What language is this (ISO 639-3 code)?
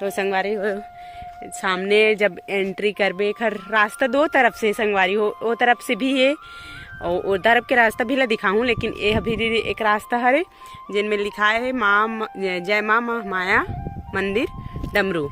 hne